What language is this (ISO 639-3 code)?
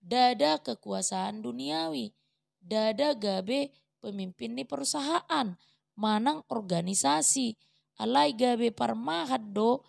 bbc